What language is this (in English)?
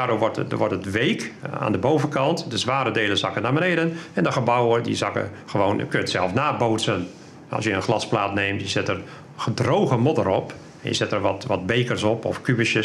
Dutch